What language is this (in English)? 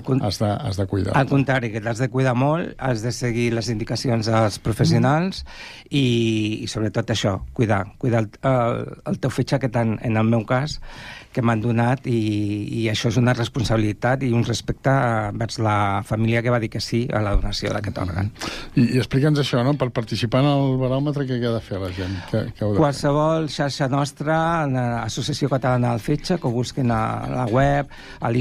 Catalan